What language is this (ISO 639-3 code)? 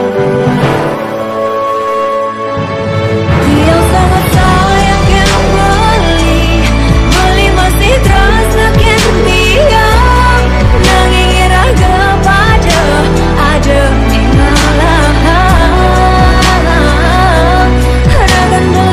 ban